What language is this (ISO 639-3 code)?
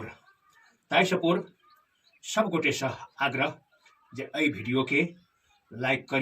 mai